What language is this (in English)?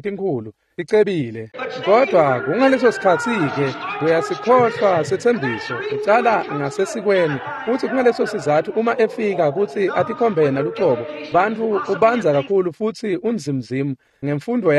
Swati